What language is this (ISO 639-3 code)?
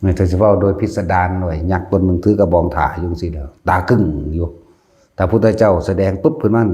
tts